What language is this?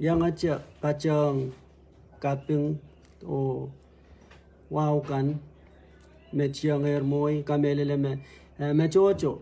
Pohnpeian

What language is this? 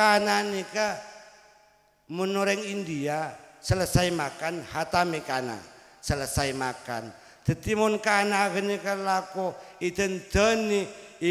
Madurese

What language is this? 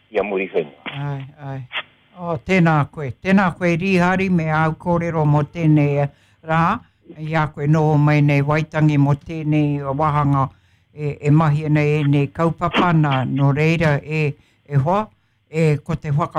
Māori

